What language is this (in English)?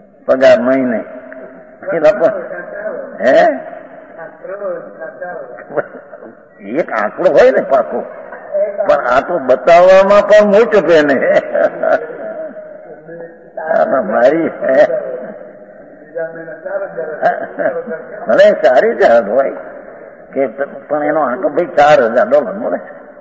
Gujarati